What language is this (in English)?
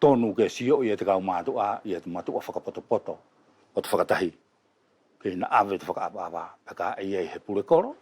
Wallisian